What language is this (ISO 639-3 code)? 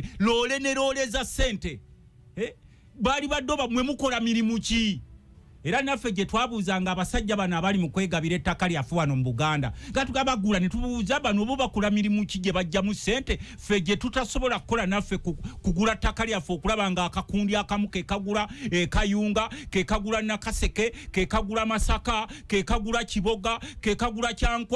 lug